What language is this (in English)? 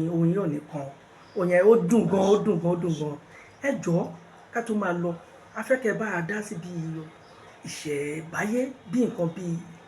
Yoruba